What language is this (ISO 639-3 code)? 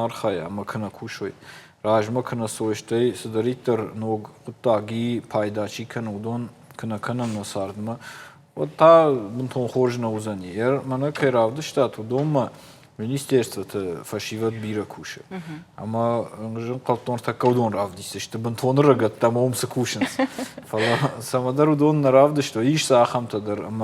oss